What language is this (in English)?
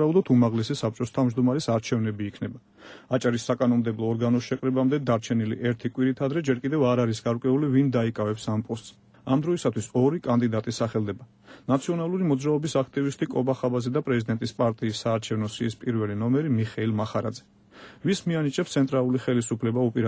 Georgian